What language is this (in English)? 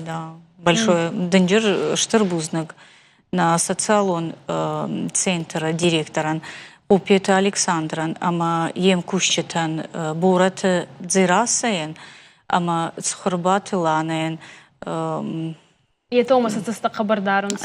Ossetic